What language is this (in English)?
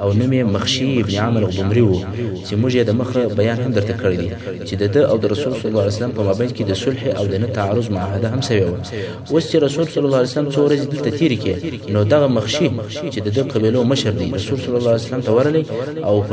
Pashto